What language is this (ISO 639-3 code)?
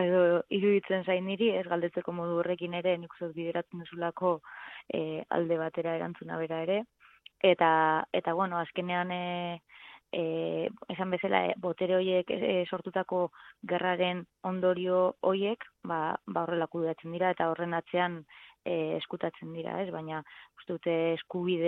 eus